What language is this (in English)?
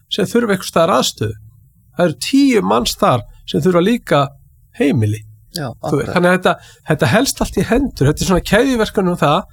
Icelandic